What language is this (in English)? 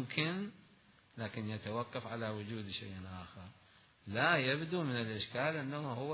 Mesopotamian Arabic